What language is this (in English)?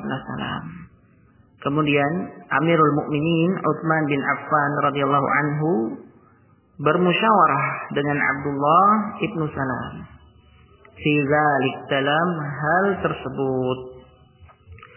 Indonesian